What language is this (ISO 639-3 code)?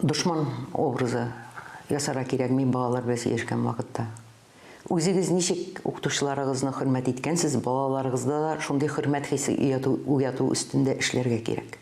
tat